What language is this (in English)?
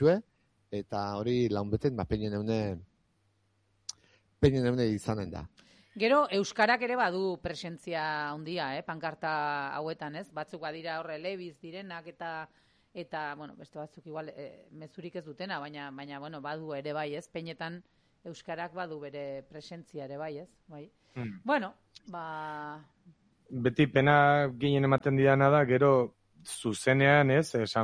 Basque